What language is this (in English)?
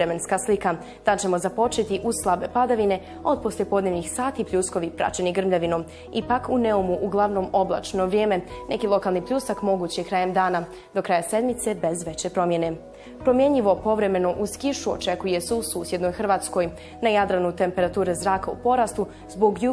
Bosnian